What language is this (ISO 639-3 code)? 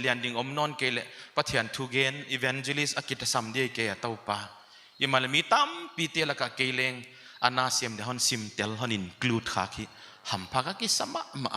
pck